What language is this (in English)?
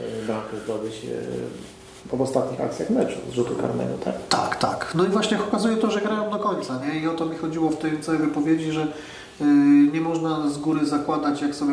Polish